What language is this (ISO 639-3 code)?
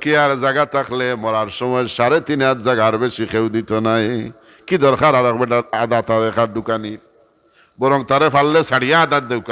syl